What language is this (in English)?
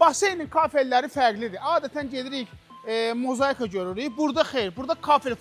Azerbaijani